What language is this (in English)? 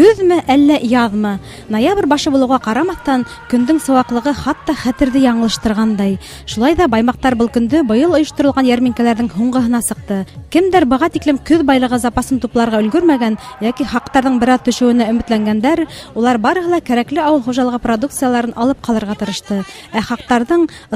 Bashkir